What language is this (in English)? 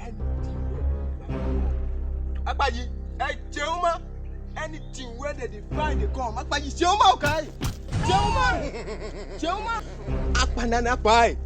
Nigerian Pidgin